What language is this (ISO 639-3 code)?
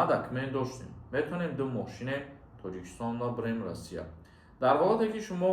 tgk